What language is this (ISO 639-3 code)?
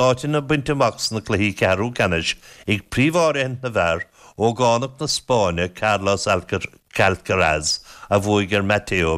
gle